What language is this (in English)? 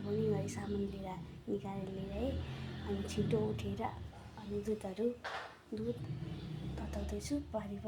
Nepali